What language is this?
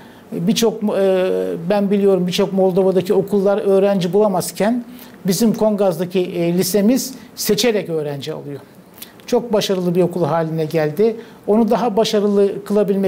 Gagauz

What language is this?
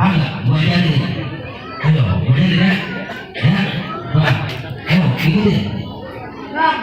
Betawi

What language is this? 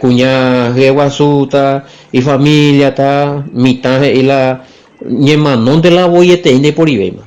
Guarani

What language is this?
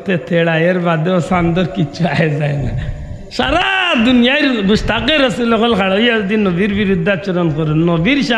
Sylheti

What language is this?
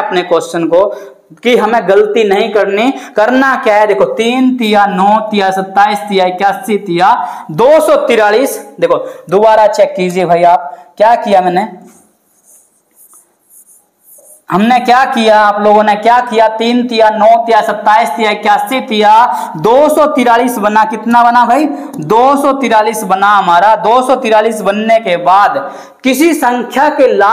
Hindi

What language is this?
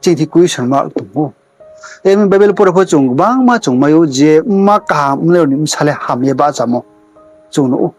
Riang (India)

